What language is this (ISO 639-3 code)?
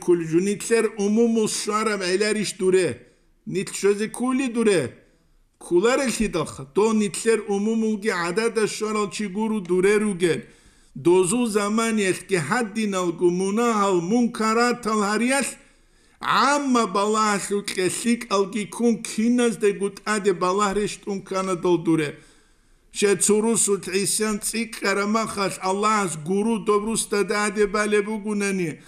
ava